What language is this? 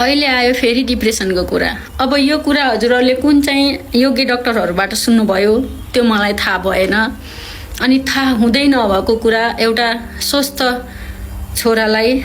Nepali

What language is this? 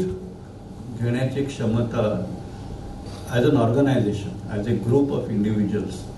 Marathi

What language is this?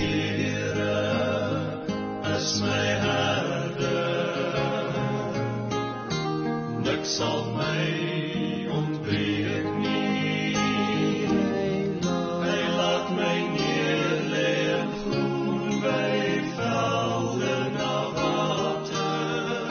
Afrikaans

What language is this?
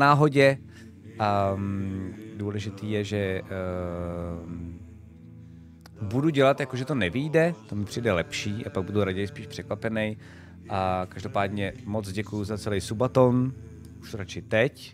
Czech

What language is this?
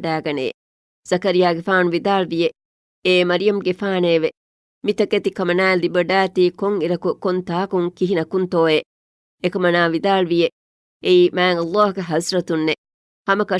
Divehi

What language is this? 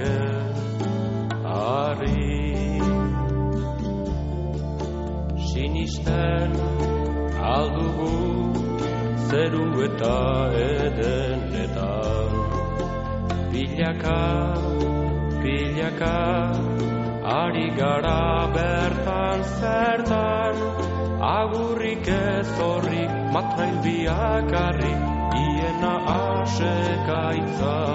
Basque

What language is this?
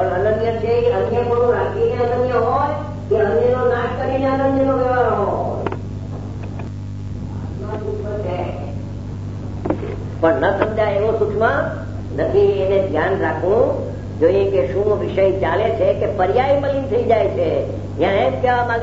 Gujarati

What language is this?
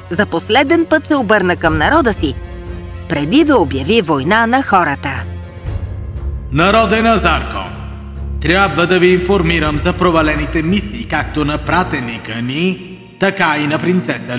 Bulgarian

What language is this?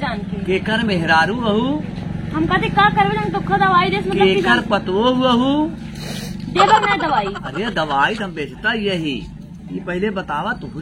Awadhi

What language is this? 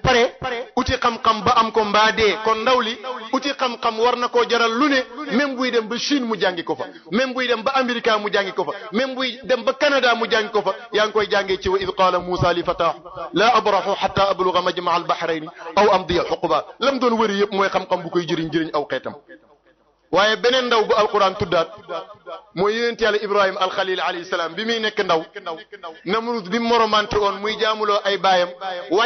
Wolof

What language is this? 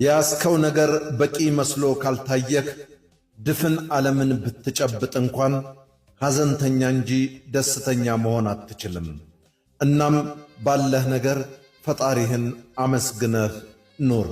Amharic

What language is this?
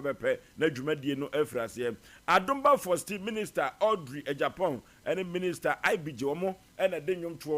Akan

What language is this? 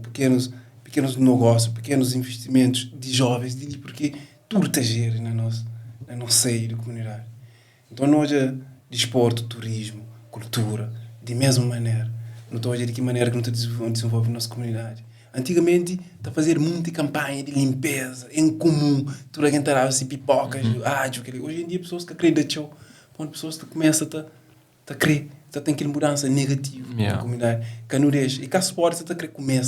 Kabuverdianu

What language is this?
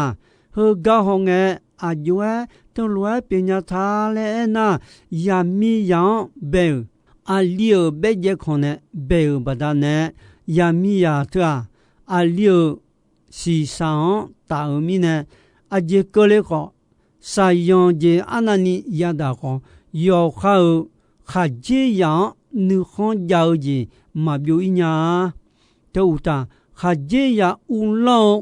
Akha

